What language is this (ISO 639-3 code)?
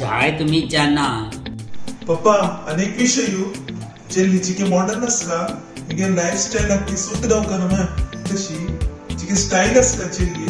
kok